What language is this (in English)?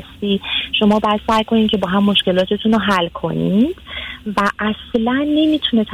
Persian